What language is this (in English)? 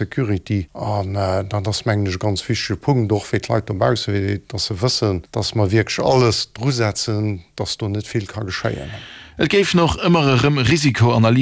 Luxembourgish